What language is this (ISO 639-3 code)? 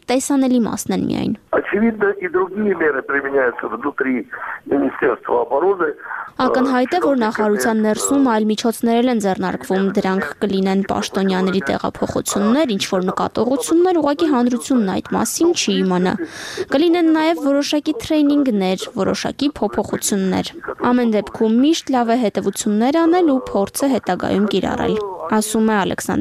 hye